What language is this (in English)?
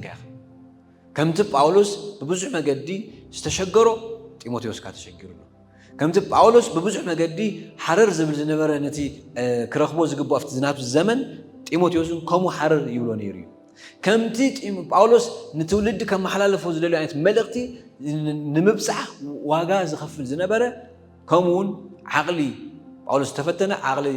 Tigrinya